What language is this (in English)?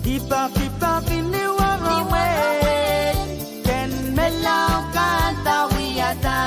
Pohnpeian